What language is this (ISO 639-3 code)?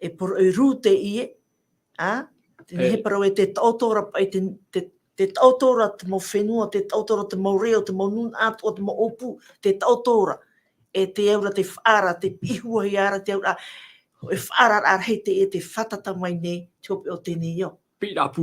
tah